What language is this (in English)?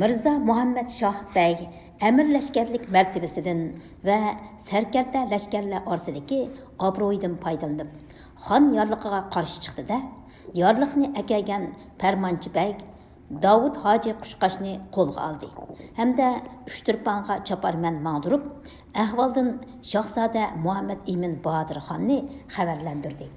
Uyghur